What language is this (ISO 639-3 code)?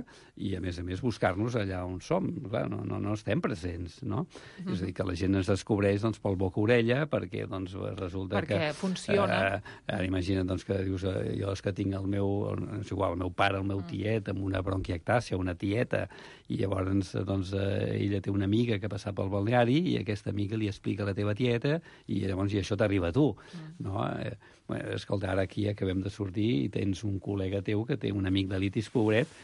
cat